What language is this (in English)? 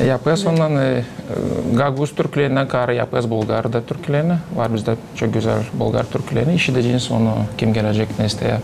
Gagauz